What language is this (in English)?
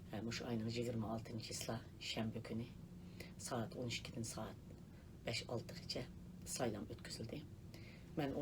Uyghur